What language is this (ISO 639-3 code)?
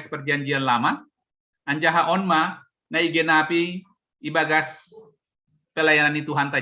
bts